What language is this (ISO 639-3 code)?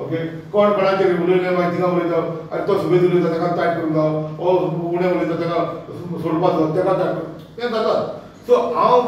kok